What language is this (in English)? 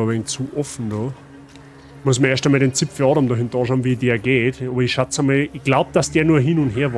Bavarian